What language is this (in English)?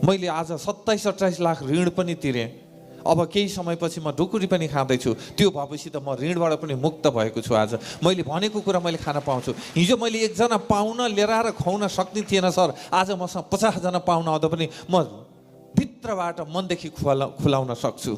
Nepali